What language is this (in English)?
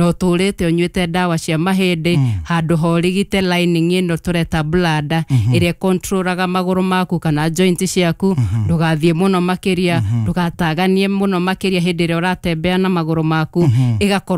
Kikuyu